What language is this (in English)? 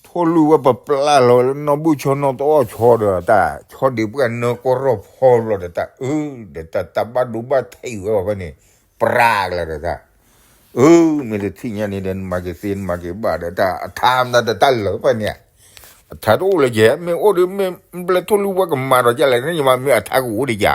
S'gaw Karen